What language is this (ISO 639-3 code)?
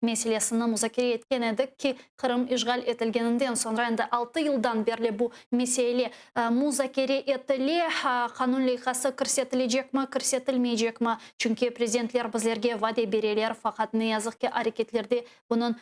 crh